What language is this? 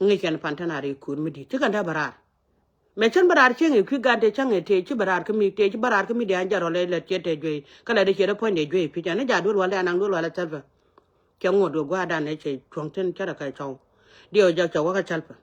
Nuer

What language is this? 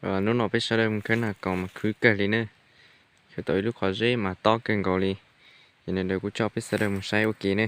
Hmong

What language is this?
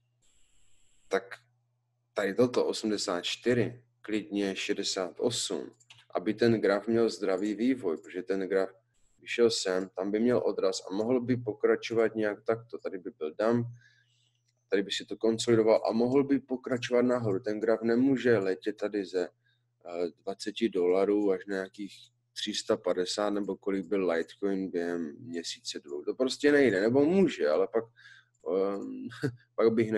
Czech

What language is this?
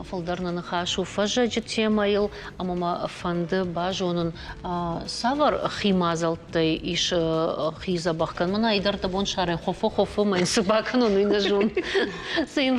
Ossetic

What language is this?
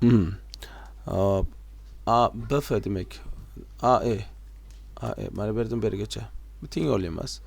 Uzbek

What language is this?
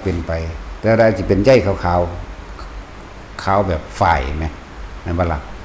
Northeastern Thai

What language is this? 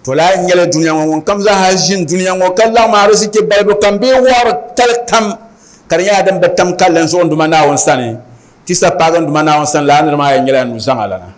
Dagbani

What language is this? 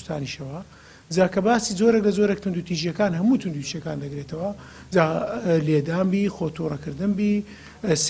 Central Kurdish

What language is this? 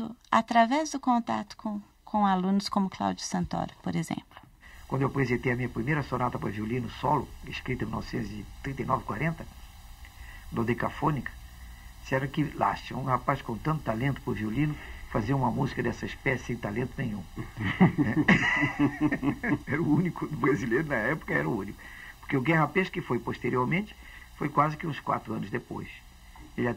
Portuguese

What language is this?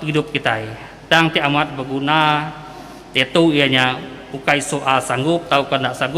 Iban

